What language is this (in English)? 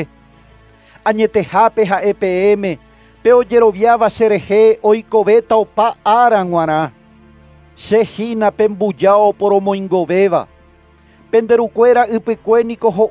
Guarani